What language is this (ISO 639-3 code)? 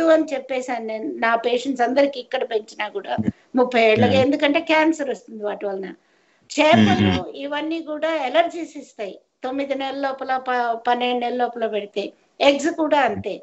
tel